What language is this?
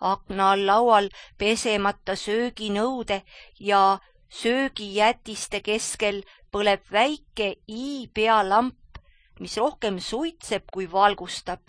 Estonian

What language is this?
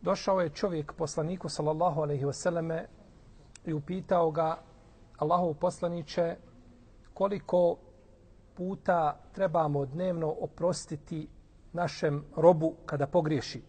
Bosnian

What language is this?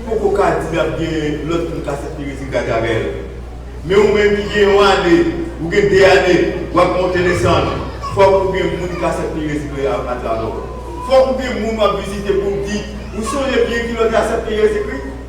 Haitian Creole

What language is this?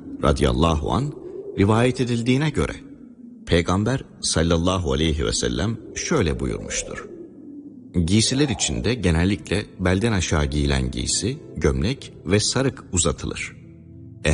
Turkish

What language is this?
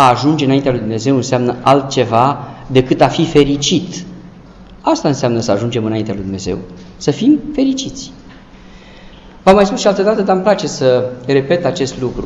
Romanian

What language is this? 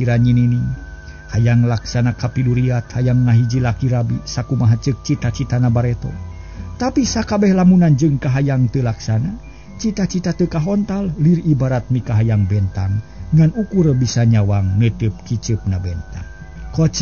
Sundanese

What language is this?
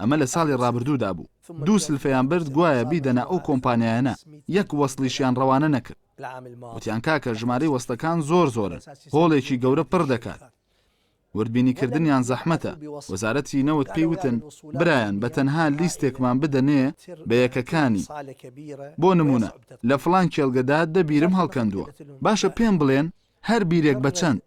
Central Kurdish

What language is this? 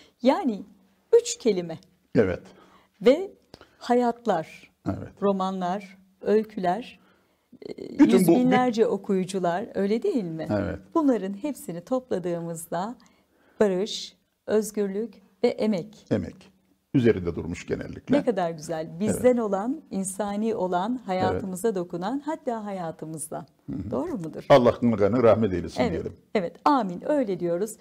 Turkish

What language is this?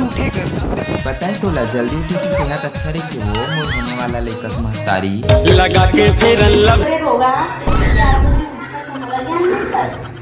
Chhattisgarhi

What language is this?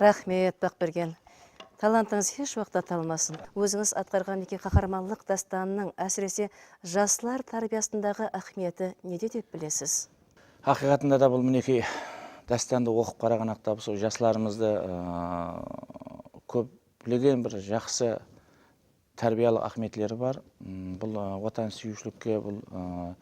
Kara-Kalpak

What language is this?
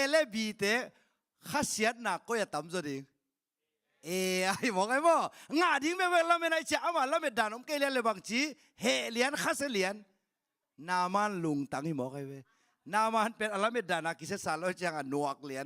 Tedim Chin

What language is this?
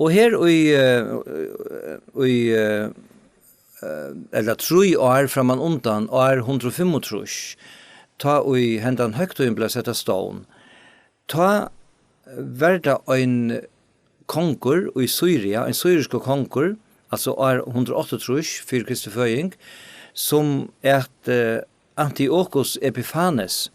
Faroese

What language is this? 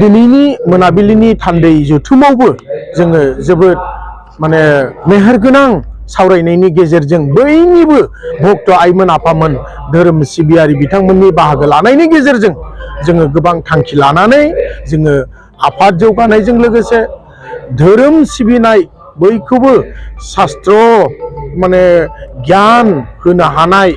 Bodo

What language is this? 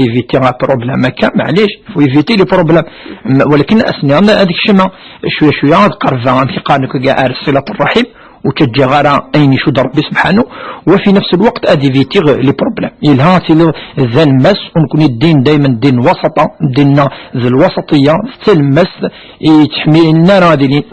Kabyle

